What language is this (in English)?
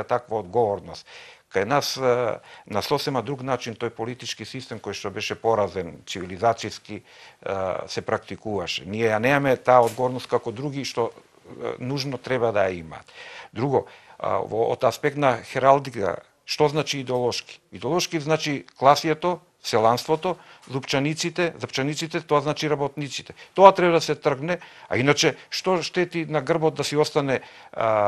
Macedonian